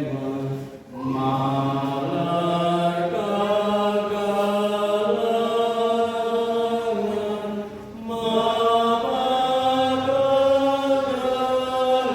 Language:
Batak Karo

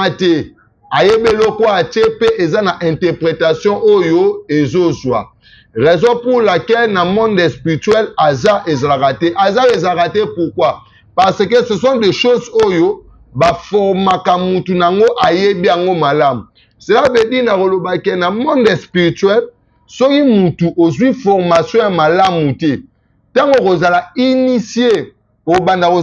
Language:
Lingala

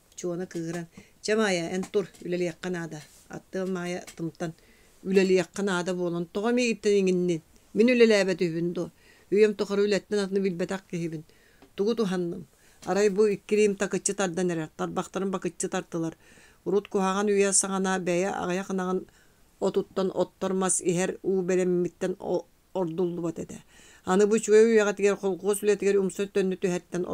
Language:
Yakut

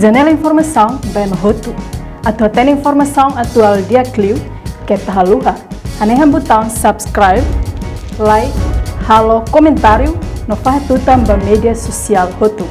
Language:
Tetum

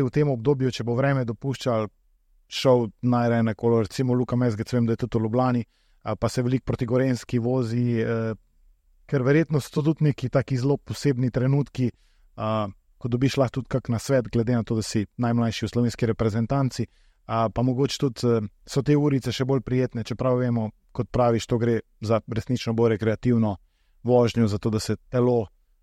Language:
Slovenian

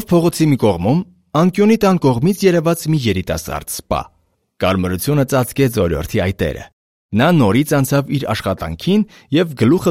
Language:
Armenian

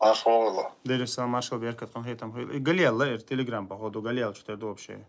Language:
Chechen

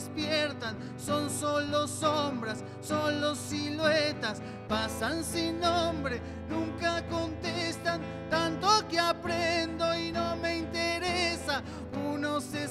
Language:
Spanish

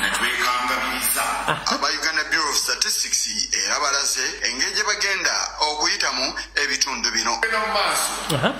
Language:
Ganda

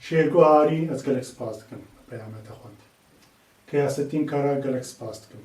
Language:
Kurdish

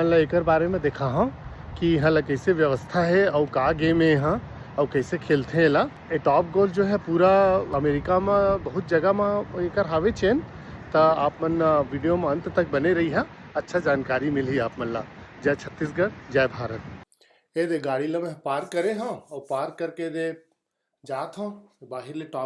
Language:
Chhattisgarhi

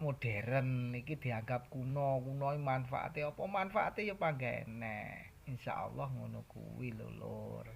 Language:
Javanese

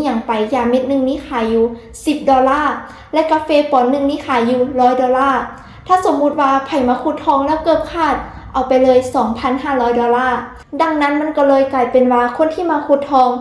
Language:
Lao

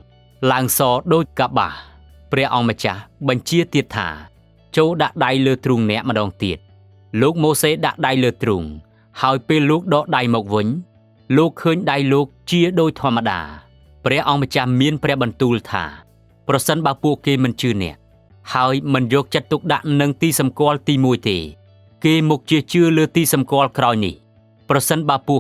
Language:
Khmer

